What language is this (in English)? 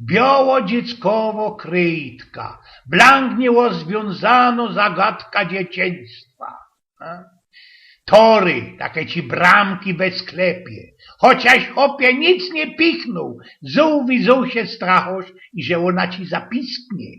Silesian